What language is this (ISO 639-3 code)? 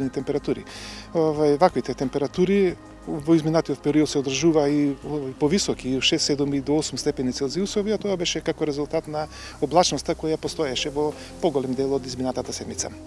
mkd